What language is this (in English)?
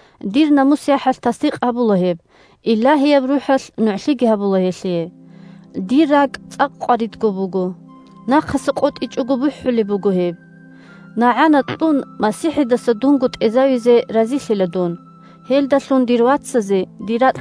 Avaric